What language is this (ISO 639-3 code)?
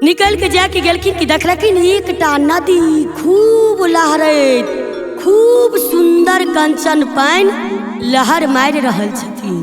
mai